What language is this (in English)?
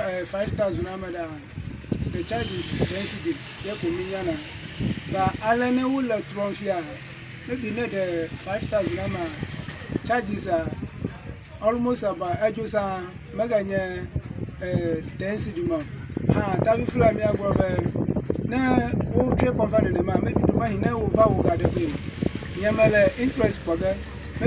Ewe